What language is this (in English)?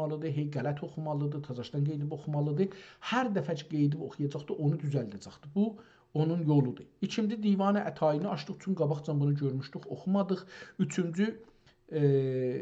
South Azerbaijani